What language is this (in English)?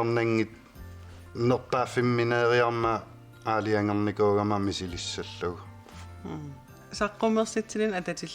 Kalaallisut